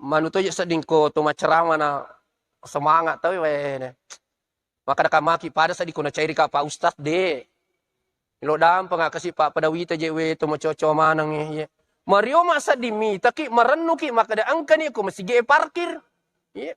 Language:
Buginese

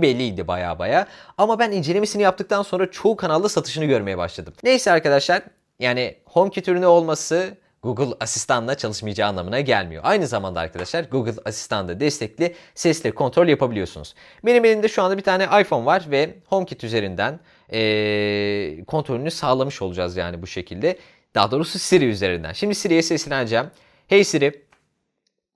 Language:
Turkish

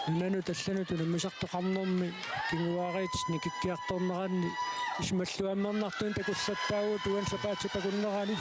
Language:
Kalaallisut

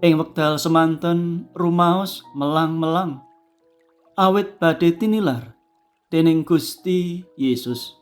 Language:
Javanese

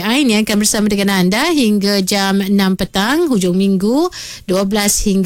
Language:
Malay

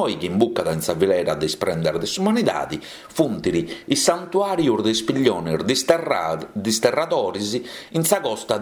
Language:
Sardinian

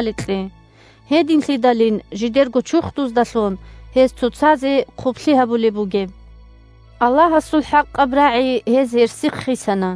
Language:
Avaric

